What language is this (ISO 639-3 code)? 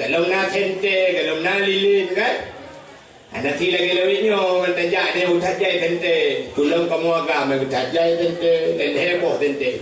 ace